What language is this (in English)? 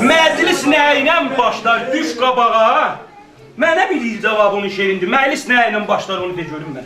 South Azerbaijani